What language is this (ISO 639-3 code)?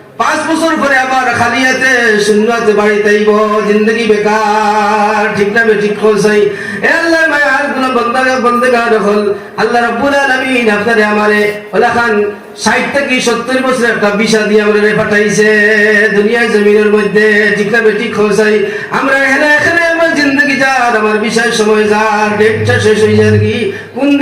syl